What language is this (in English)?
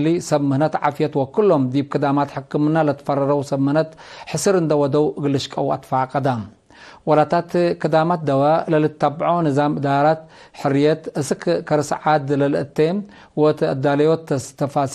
Tigre